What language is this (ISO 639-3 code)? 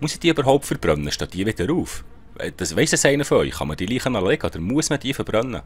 gsw